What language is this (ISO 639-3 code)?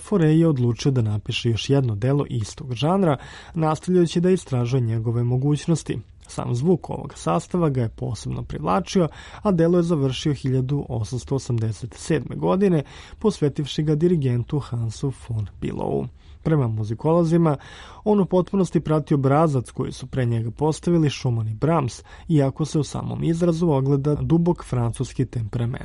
srp